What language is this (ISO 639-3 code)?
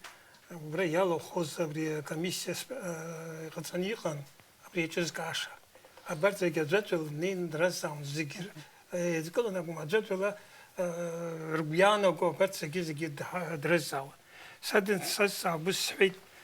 abk